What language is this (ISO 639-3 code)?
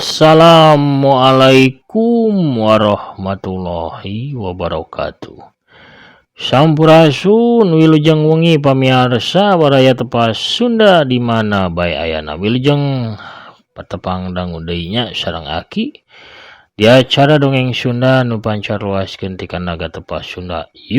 sun